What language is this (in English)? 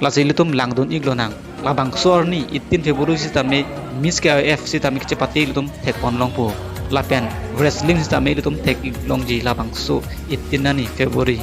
Karbi